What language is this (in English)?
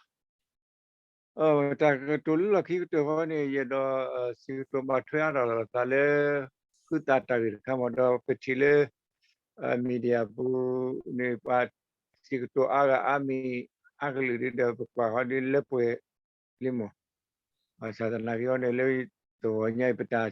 S'gaw Karen